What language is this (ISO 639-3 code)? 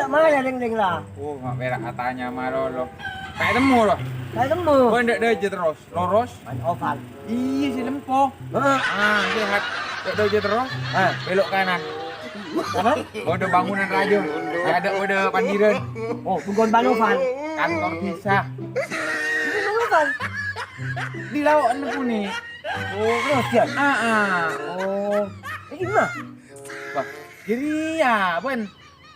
mad